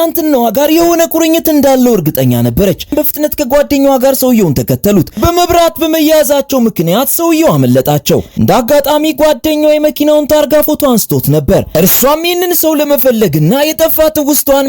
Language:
Amharic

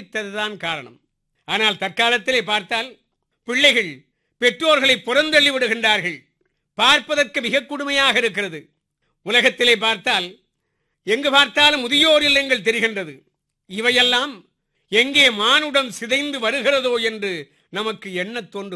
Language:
Tamil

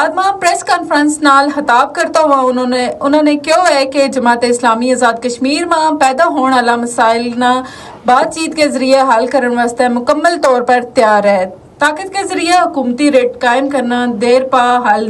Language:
Gujari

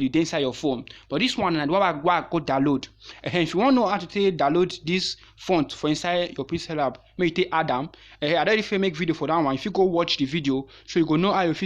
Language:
Nigerian Pidgin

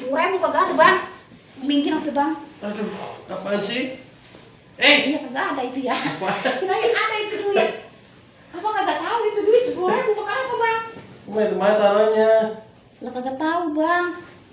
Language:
Betawi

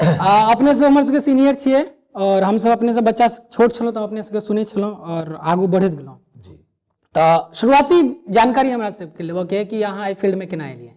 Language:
Maithili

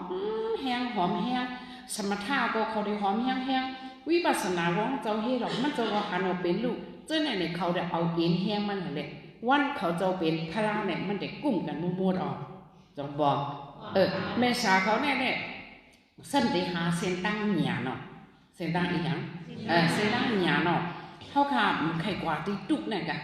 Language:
Shan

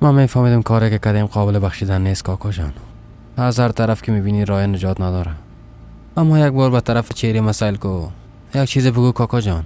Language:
Persian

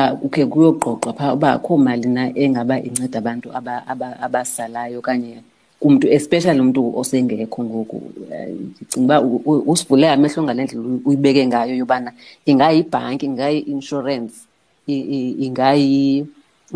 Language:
Xhosa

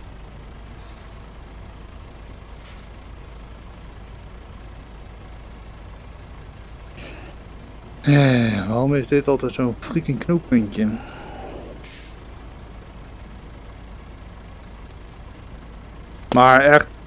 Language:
Dutch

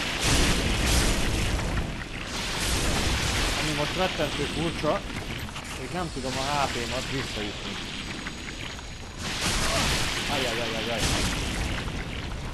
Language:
Hungarian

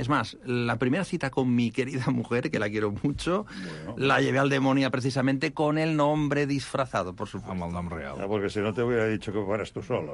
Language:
Catalan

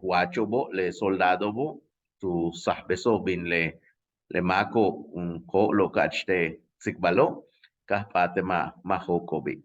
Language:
Yucateco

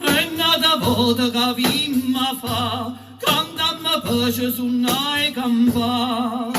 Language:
Neapolitan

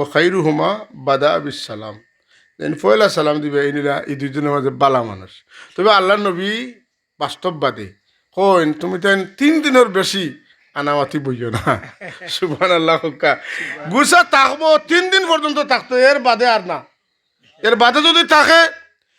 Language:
Sylheti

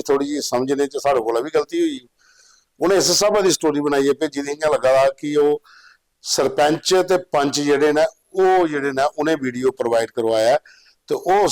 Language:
Dogri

